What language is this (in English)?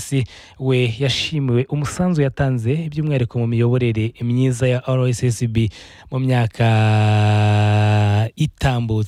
Kinyarwanda